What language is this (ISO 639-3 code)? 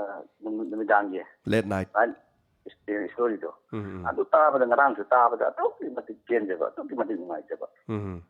mni